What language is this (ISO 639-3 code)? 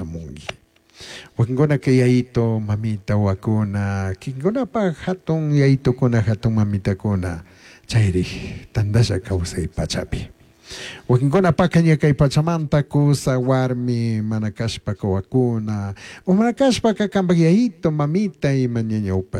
qug